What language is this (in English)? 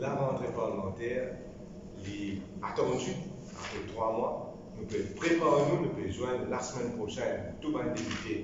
Morisyen